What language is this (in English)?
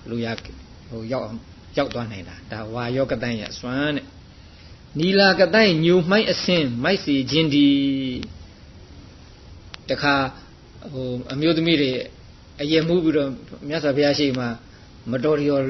Burmese